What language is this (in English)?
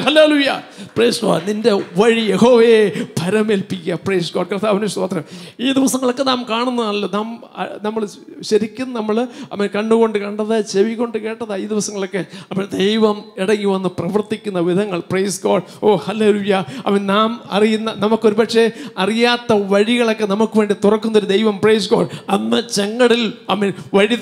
Malayalam